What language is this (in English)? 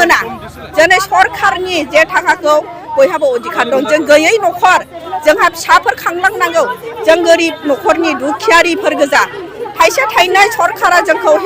Bodo